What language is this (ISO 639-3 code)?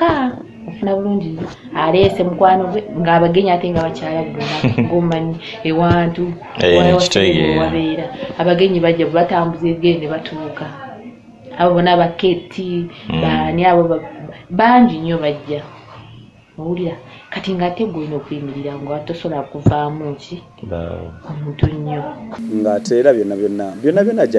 lug